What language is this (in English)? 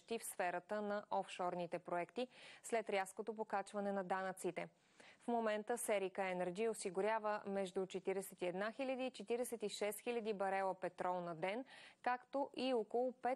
Bulgarian